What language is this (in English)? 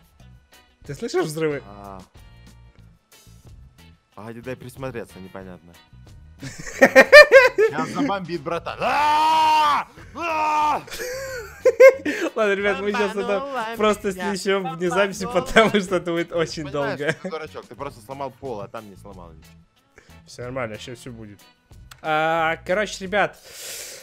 Russian